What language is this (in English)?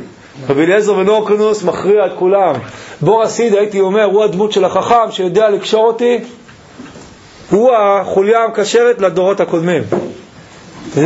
Hebrew